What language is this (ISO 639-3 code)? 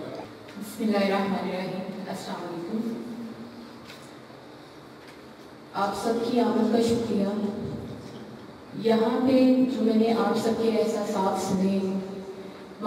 urd